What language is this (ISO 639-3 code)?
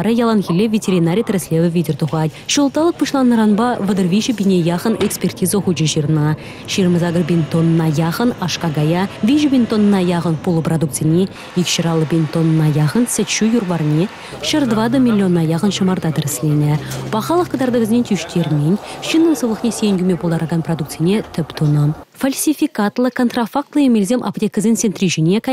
chv